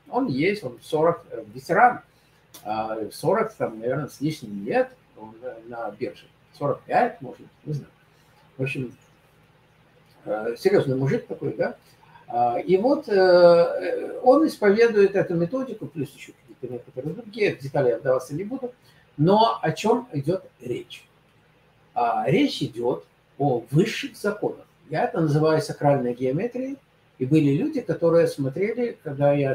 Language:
Russian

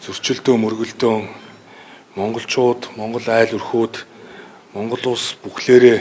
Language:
Mongolian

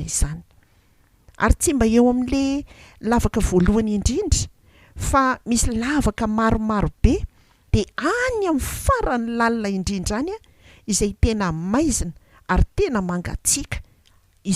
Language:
Malagasy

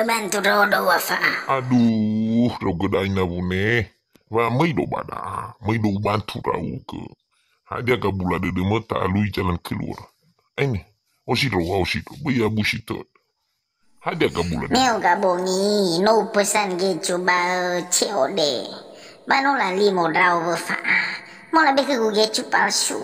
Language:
Nias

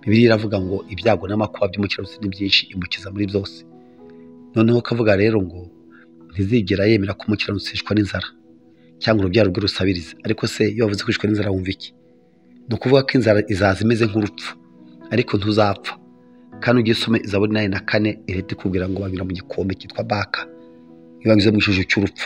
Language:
Kinyarwanda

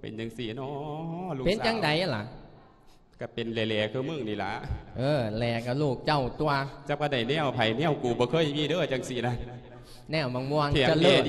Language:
Lao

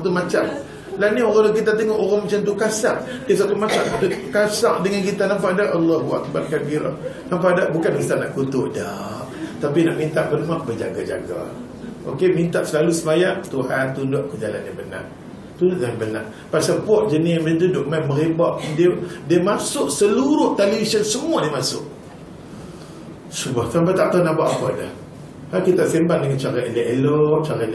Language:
Malay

